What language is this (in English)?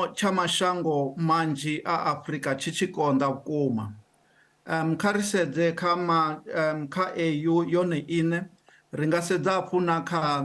Venda